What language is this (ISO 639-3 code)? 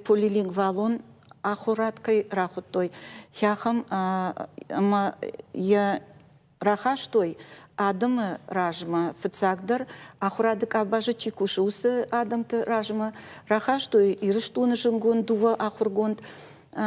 oss